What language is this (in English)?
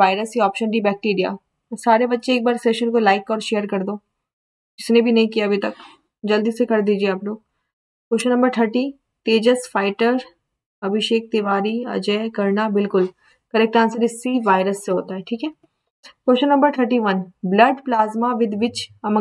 Hindi